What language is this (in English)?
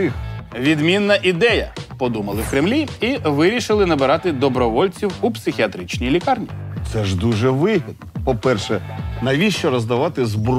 Ukrainian